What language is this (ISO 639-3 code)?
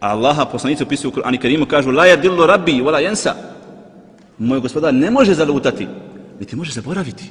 bos